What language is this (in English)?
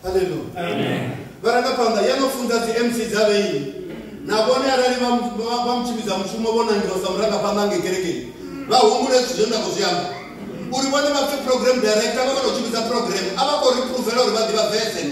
Venda